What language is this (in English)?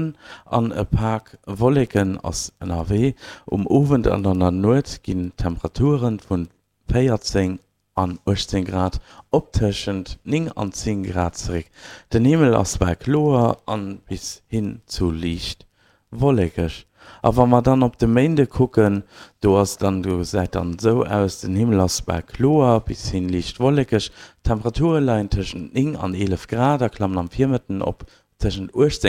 Luxembourgish